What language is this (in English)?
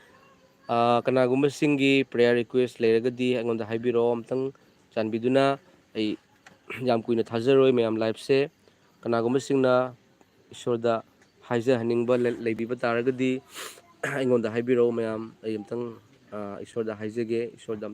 Manipuri